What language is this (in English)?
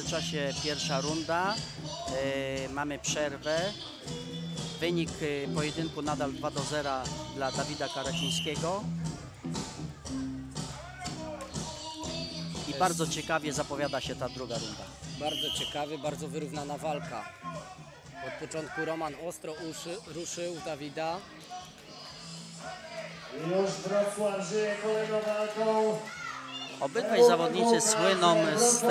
Polish